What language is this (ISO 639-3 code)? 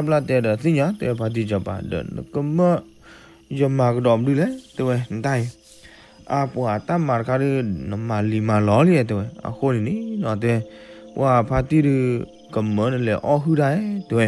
ksw